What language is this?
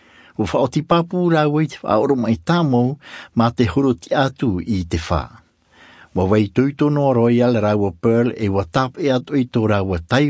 Tahitian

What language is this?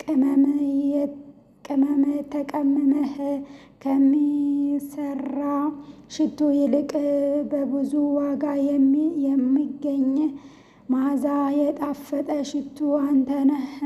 Amharic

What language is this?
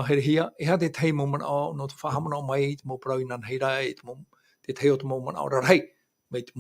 Tahitian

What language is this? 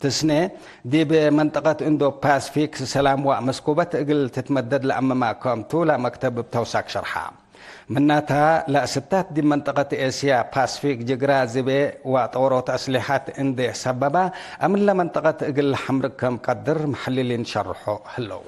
Tigre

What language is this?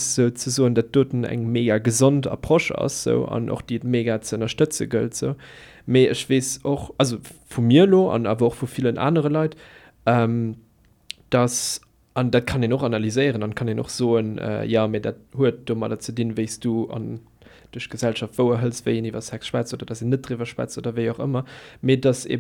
Luxembourgish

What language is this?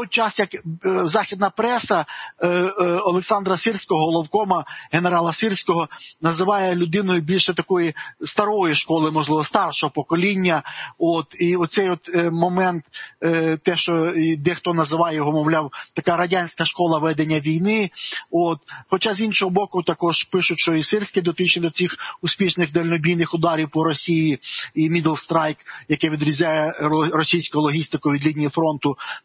Ukrainian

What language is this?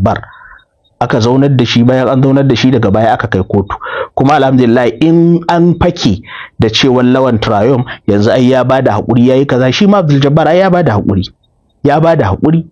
Hausa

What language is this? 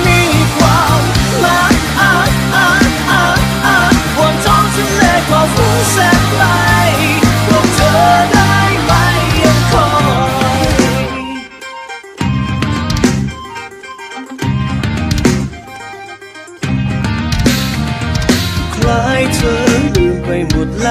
Thai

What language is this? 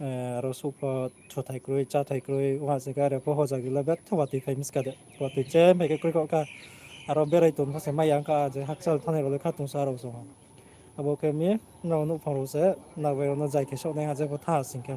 Riang (India)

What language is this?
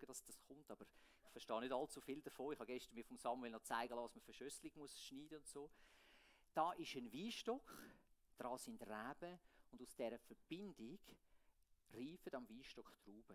Swiss German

